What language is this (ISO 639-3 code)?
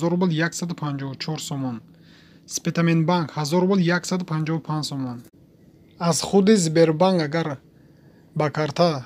tgk